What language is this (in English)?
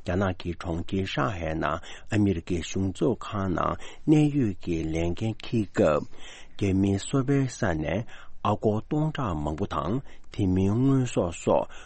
Tibetan